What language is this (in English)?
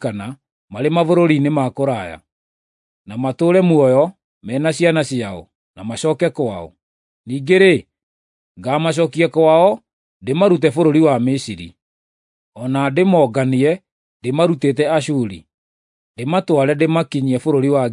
Kikuyu